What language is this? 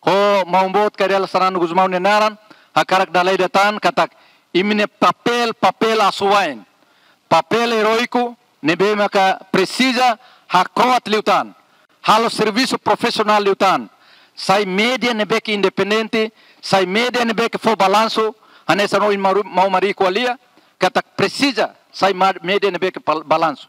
Tetum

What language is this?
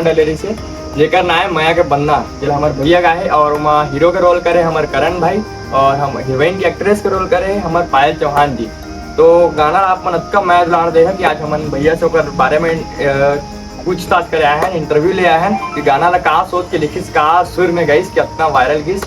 Chhattisgarhi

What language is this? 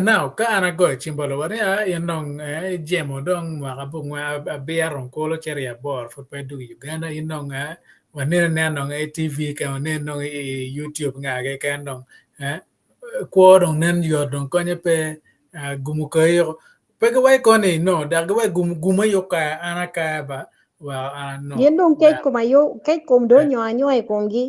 Acoli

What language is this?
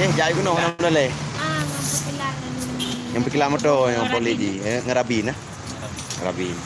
Achinese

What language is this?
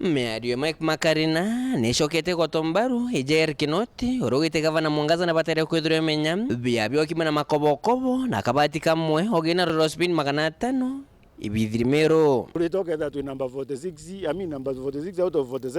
Meru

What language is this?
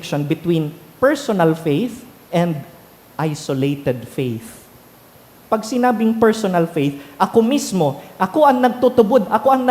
Bikol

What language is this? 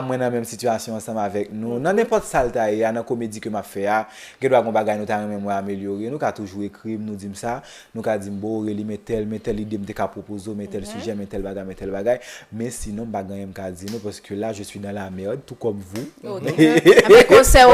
Haitian Creole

